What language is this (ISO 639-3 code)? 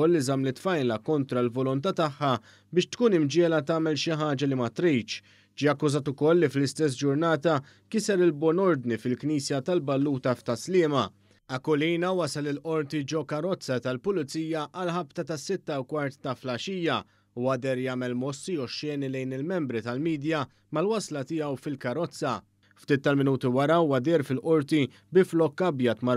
mlt